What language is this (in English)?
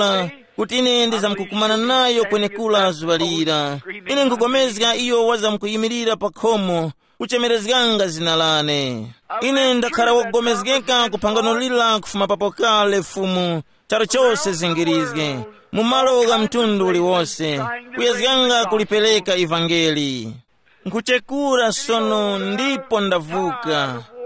Tumbuka